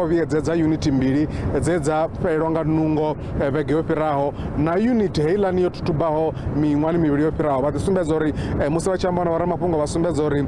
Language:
Venda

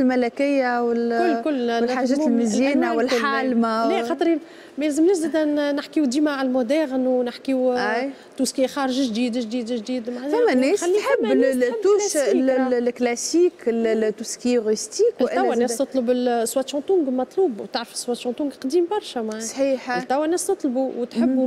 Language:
Tunisian Arabic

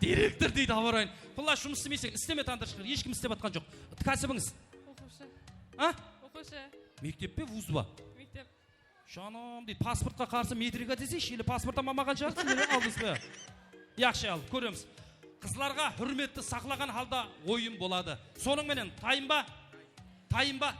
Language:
Kara-Kalpak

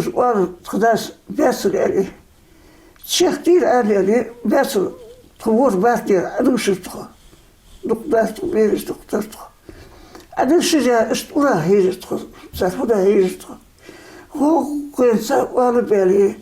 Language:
Ingush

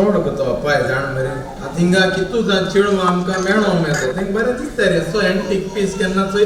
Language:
Konkani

